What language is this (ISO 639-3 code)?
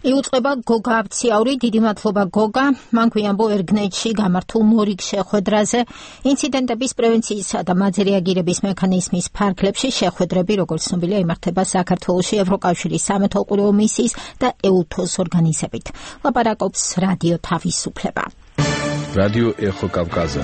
kat